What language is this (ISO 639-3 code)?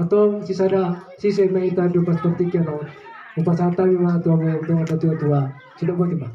bbc